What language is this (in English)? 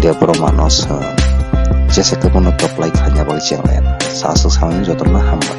Kok Borok